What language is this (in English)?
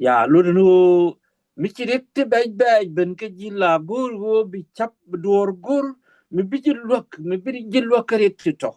Nuer